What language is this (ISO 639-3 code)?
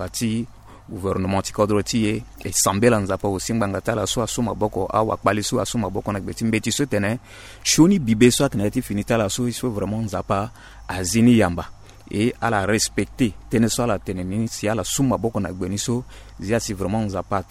sag